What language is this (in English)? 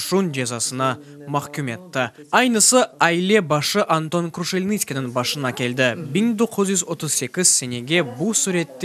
Crimean Tatar